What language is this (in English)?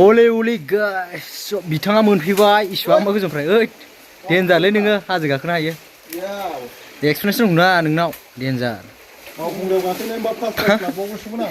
Bodo